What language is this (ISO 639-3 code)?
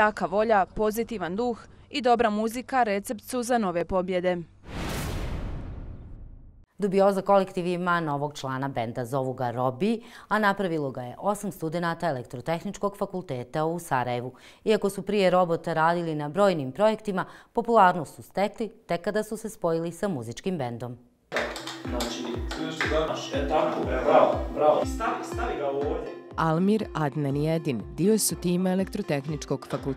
bos